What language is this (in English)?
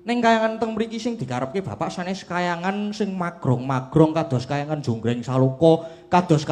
Javanese